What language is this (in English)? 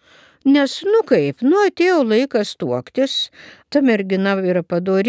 Lithuanian